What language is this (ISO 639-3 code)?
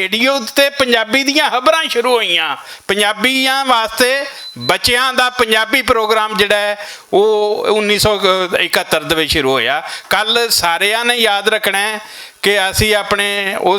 lah